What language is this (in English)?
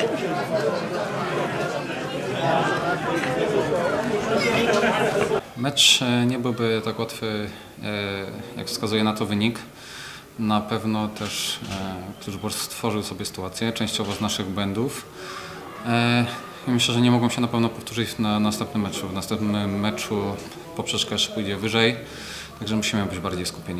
Polish